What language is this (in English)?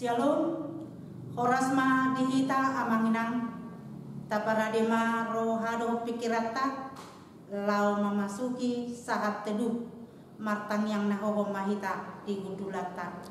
Batak Toba